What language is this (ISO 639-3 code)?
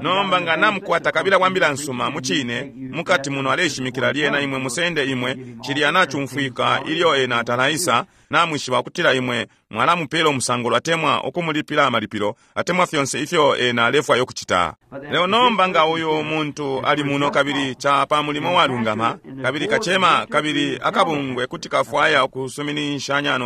bem